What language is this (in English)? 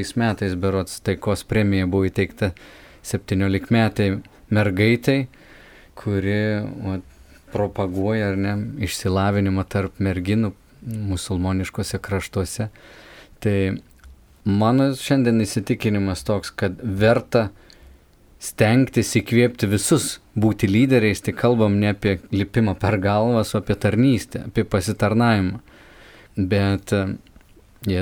Lithuanian